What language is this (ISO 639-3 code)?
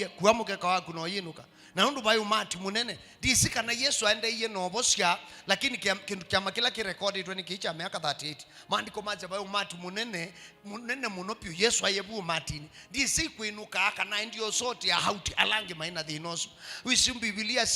kam